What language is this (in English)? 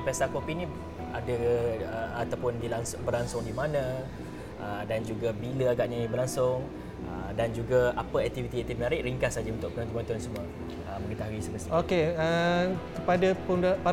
Malay